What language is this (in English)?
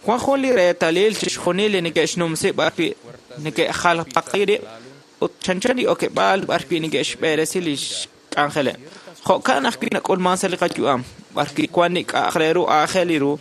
Kekchí